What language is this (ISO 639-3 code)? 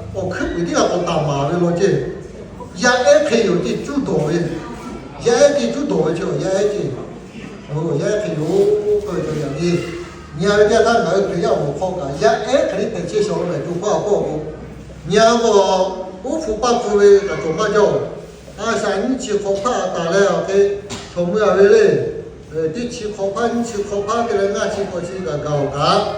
lhu